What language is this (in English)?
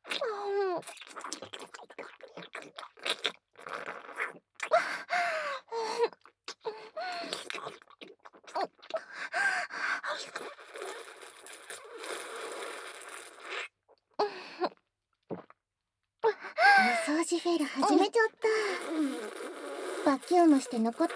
Japanese